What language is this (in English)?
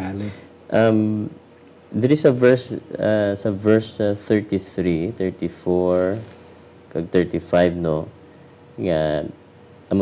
Hiligaynon